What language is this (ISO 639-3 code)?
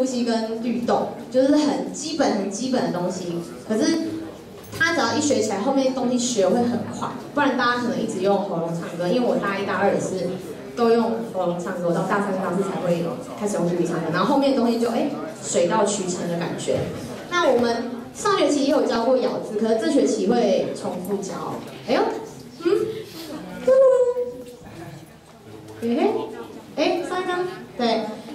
zho